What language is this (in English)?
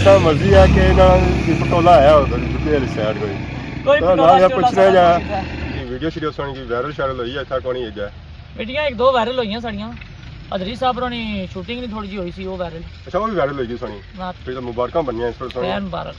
Pahari-Potwari